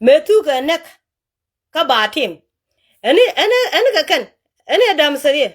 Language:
Nuer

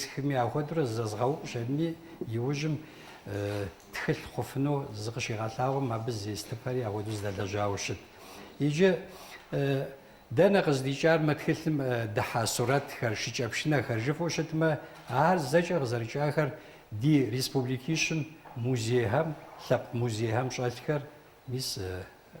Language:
Kabardian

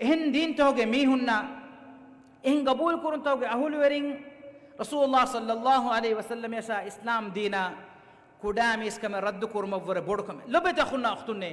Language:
Divehi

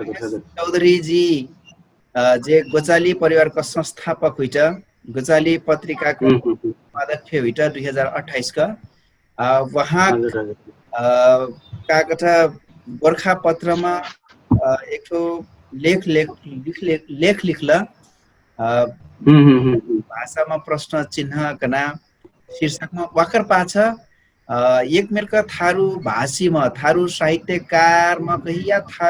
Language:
Dangaura Tharu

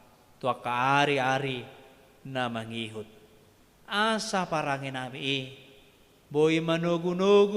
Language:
Batak Toba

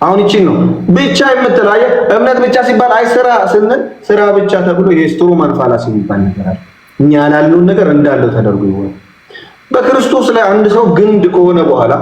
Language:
Amharic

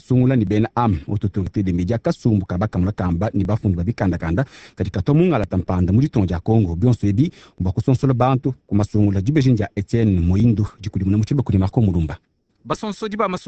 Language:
Luba-Lulua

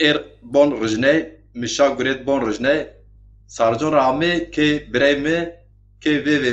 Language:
Zaza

